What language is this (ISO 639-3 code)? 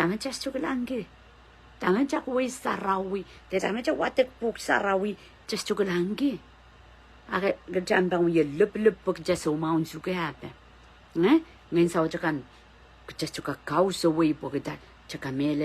pon